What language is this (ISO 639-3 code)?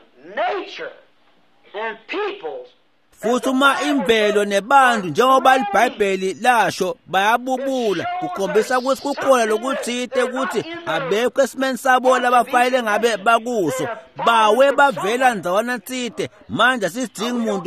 ssw